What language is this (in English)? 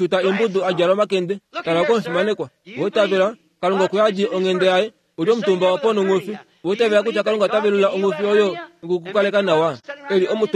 Kuanyama